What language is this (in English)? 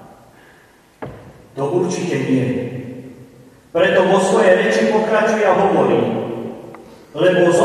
Slovak